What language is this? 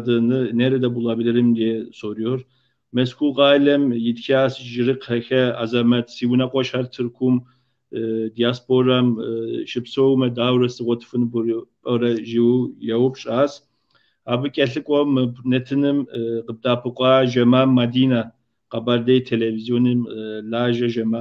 Kabardian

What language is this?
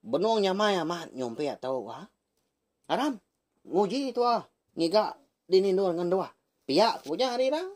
Iban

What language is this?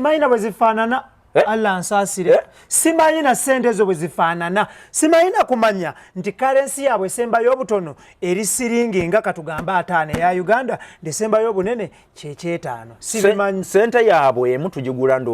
Ganda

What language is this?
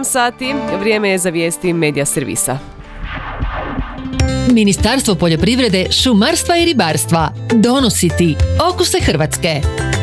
Croatian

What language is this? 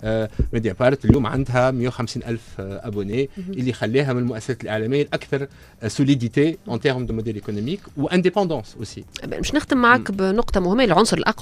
Tunisian Arabic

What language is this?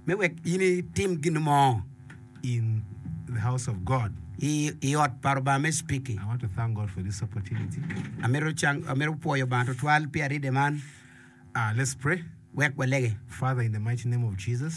Acoli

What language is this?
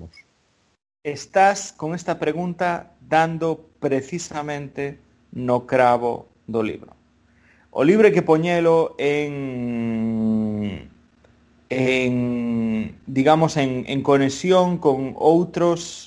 Galician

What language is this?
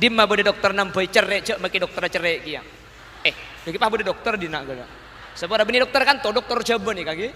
Madurese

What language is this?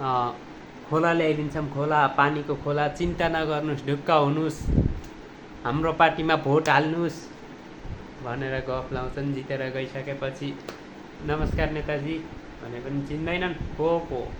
Nepali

